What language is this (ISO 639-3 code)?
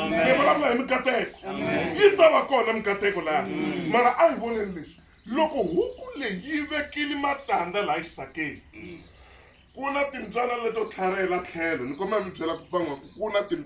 tso